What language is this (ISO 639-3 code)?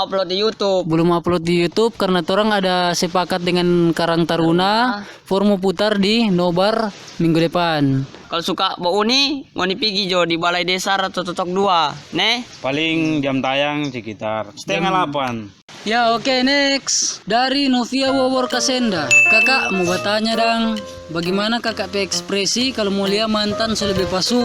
xmm